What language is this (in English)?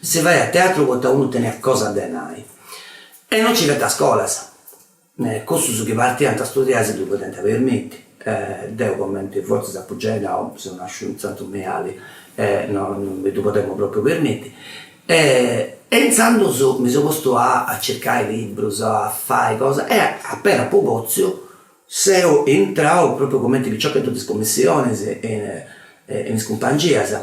Sardinian